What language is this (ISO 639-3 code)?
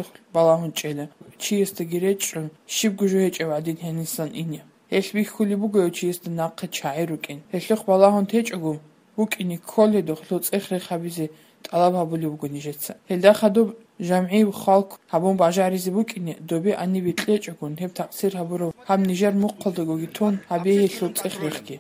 ava